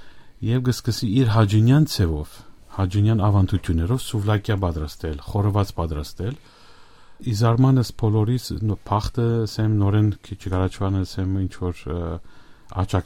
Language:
Armenian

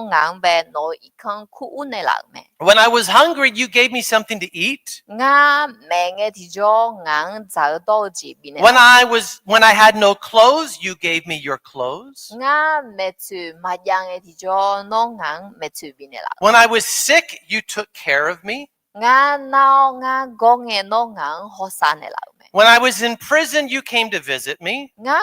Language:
Akha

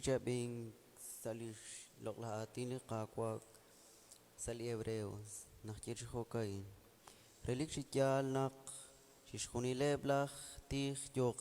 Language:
Kekchí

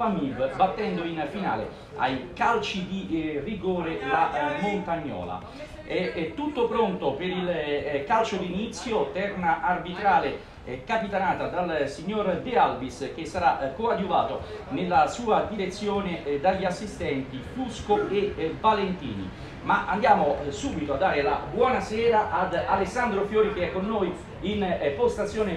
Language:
Italian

